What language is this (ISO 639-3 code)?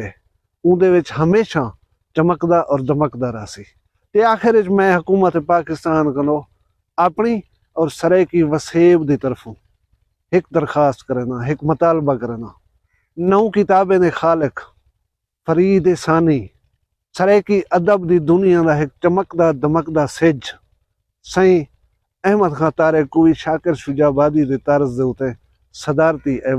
skr